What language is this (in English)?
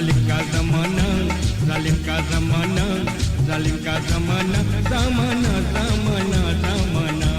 Morisyen